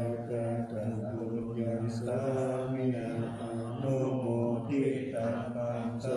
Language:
Pali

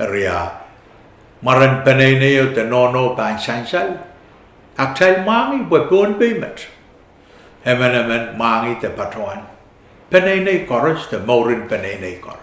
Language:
Pohnpeian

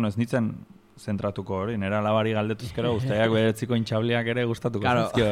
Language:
Basque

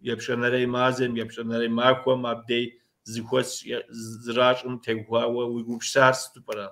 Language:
Kabardian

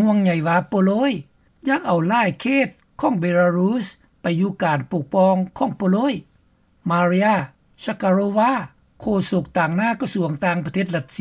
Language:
Lao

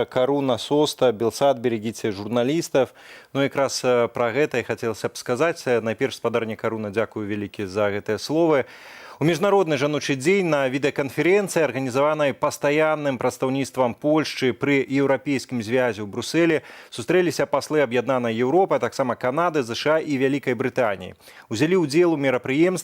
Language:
Belarusian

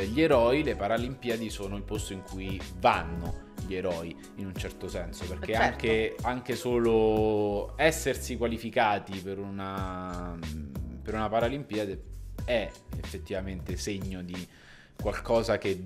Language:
Italian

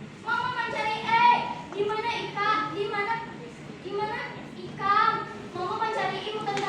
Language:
Banjar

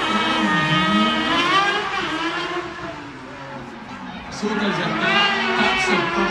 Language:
Estonian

